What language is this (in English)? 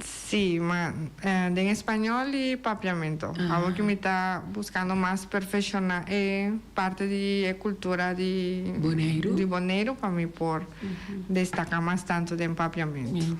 Papiamento